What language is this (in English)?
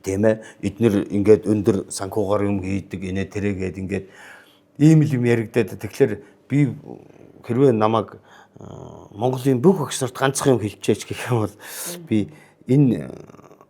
Mongolian